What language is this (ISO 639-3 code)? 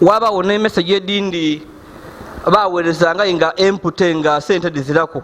lug